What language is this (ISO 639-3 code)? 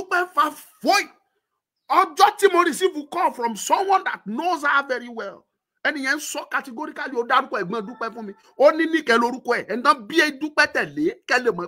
yor